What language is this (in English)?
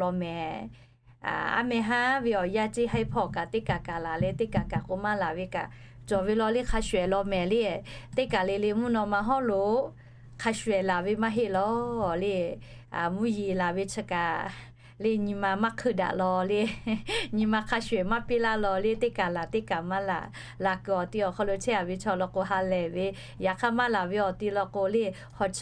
Lahu